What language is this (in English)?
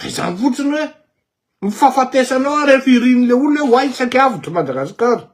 Malagasy